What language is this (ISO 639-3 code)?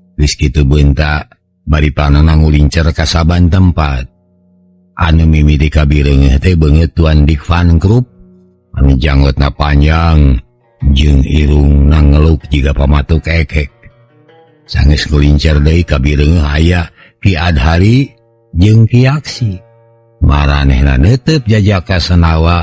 sun